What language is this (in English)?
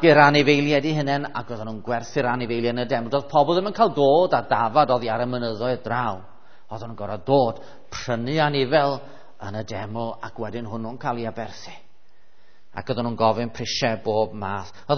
Welsh